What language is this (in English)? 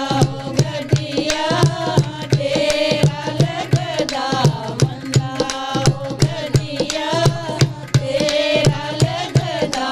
Dogri